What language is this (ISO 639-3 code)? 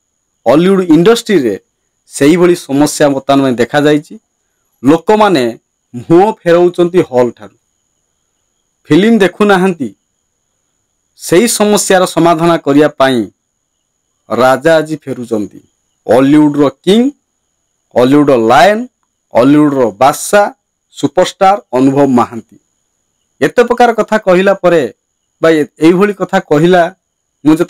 ori